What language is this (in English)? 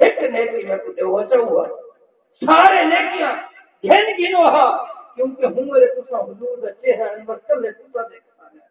Saraiki